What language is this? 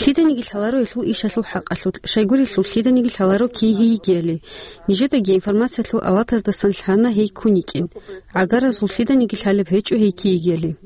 Avaric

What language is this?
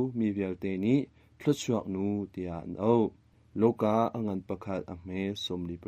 Hakha Chin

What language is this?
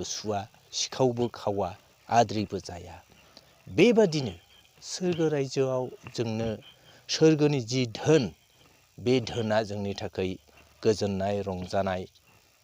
Bodo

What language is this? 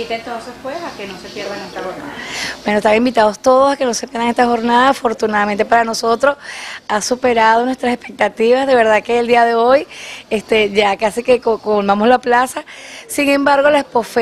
Spanish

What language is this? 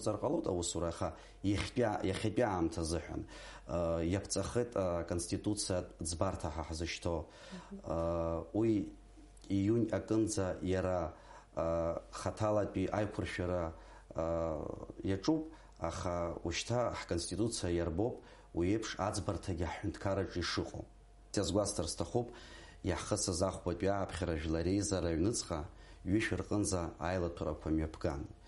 Abkhazian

